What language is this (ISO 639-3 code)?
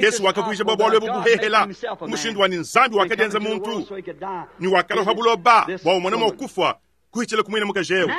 lua